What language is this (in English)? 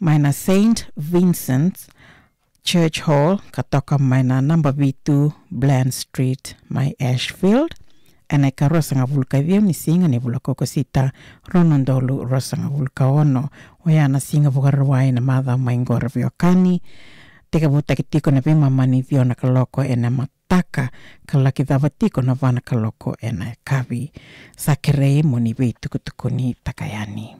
Fijian